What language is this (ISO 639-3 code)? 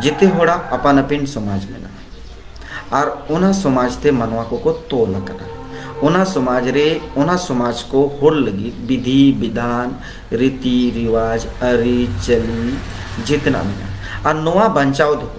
sat